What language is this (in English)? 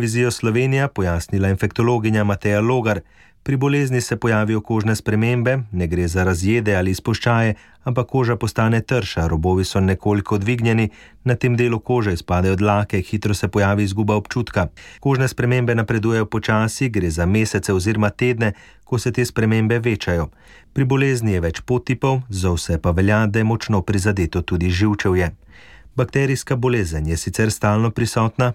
Slovenian